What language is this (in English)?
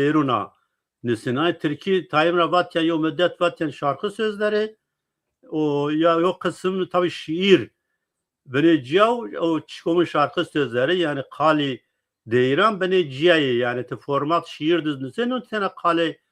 Zaza